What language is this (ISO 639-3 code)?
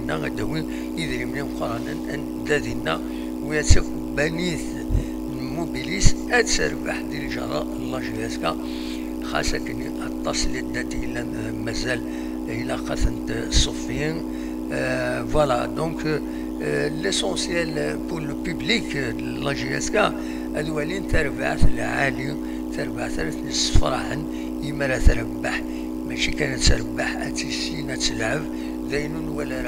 kab